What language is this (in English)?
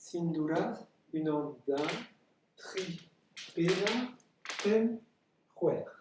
Breton